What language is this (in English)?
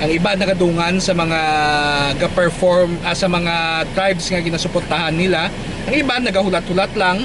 Hiligaynon